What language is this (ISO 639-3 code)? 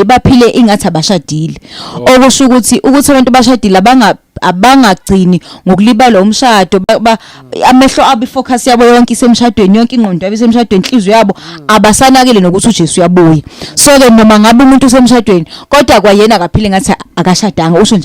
zul